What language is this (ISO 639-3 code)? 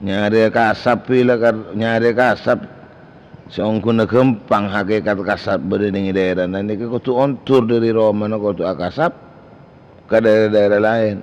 mad